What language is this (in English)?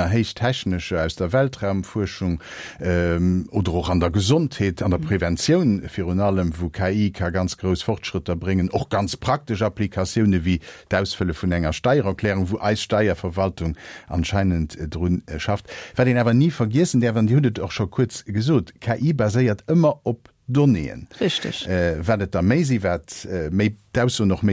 Luxembourgish